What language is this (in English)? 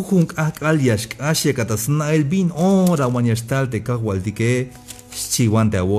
Tzeltal